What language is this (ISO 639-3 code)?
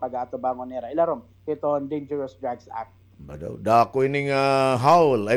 war